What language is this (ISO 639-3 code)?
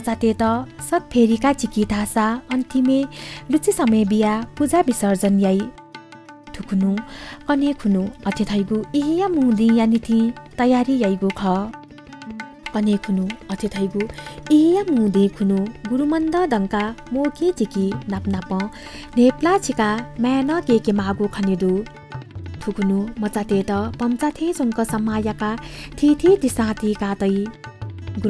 new